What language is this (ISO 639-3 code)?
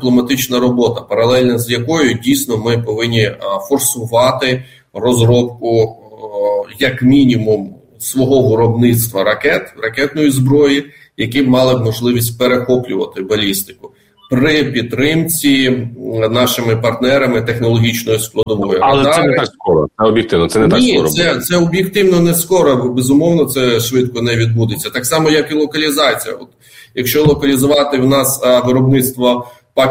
ukr